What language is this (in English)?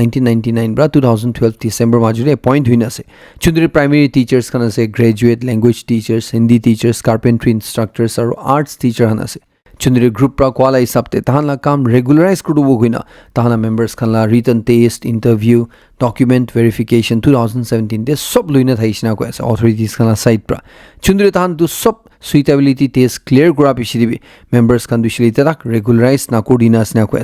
Naga Pidgin